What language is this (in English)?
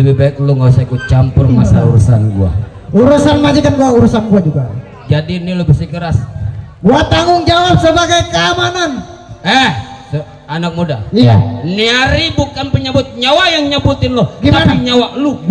Betawi